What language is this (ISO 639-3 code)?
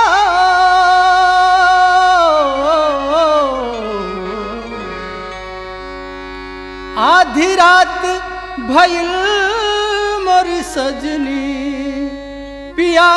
bho